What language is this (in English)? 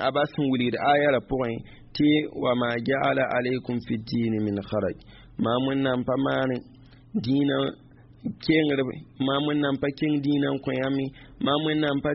Mossi